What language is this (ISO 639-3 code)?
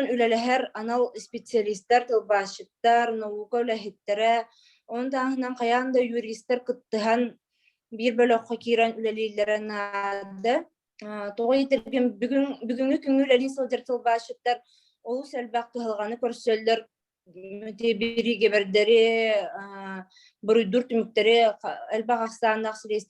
sah